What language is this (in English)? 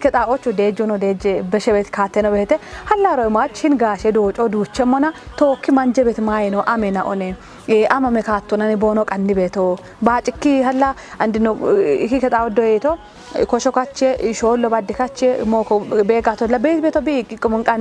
Kafa